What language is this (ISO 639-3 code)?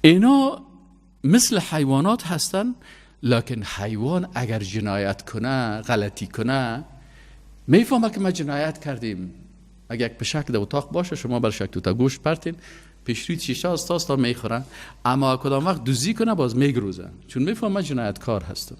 fas